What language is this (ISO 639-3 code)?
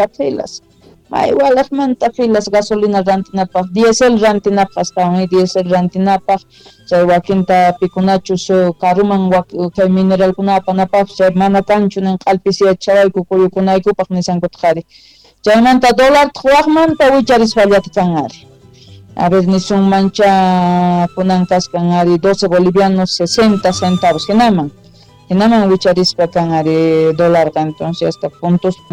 quh